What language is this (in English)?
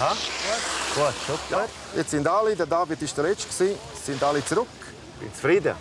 Swiss German